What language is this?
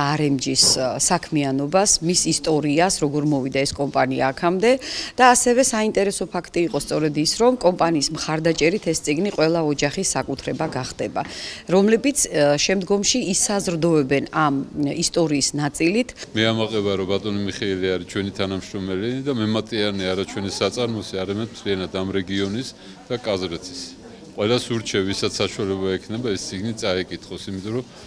Georgian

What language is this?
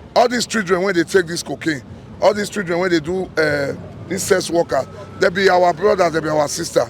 Nigerian Pidgin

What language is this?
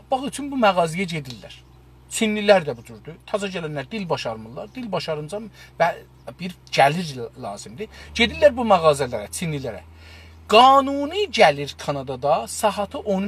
South Azerbaijani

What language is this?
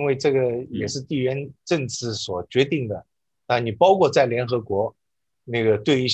Chinese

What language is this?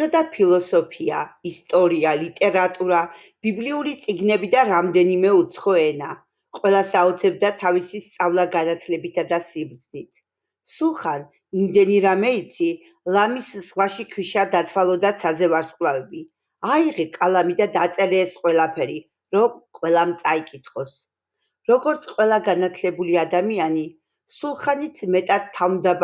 Georgian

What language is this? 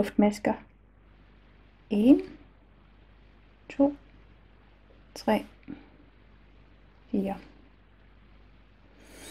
Danish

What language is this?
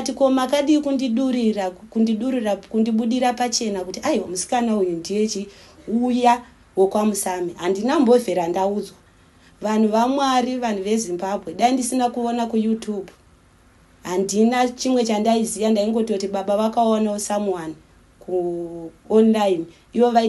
Shona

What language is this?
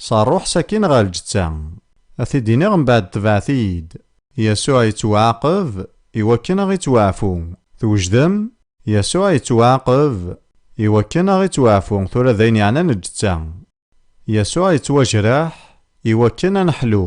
Kabyle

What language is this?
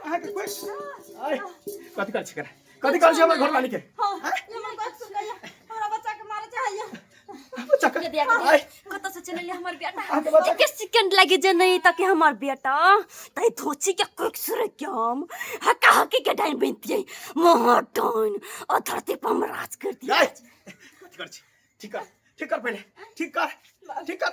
Maithili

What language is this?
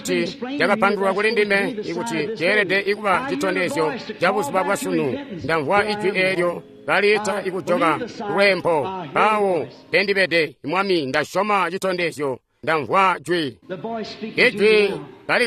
Tonga (Zambia)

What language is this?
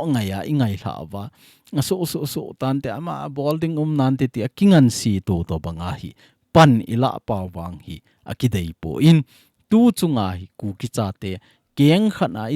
Thado Chin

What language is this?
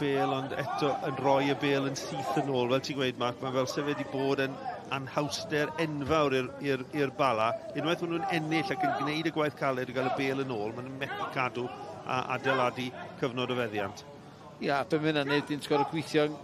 Welsh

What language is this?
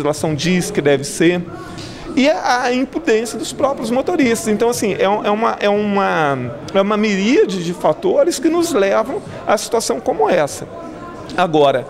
Portuguese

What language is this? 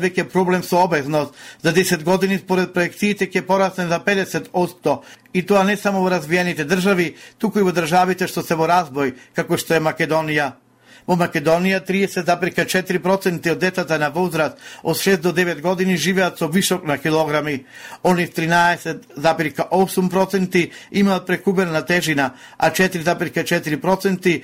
Macedonian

